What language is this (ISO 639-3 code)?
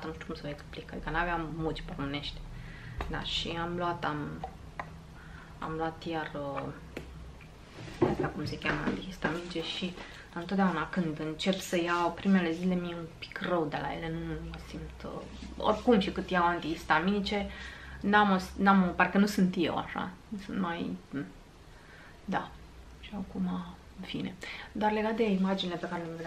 ron